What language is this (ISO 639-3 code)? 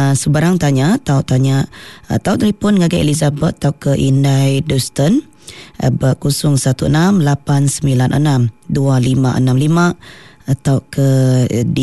iba